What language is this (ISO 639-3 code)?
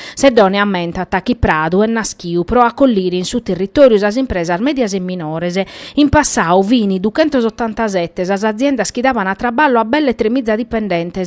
srd